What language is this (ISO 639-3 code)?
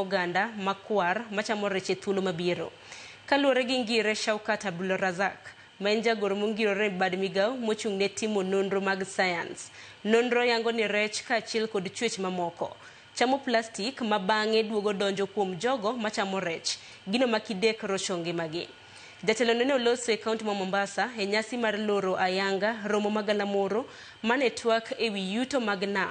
luo